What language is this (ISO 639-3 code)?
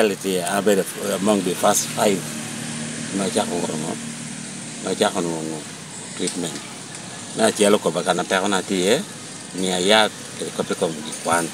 laj